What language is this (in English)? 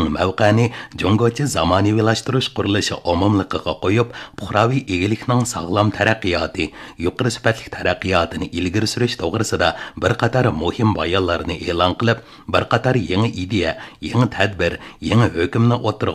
Uyghur